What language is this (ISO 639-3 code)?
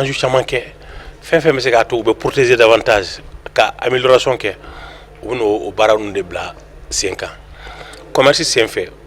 bam